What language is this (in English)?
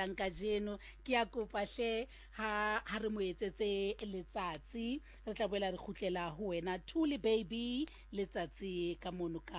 Southern Sotho